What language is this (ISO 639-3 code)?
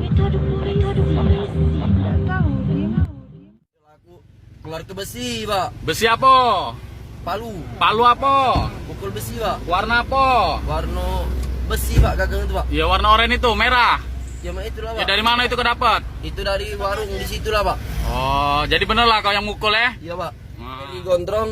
mui